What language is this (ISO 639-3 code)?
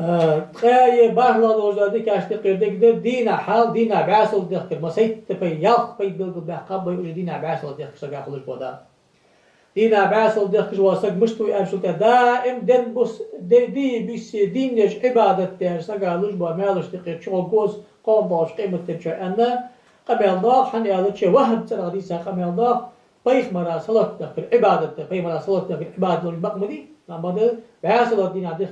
inh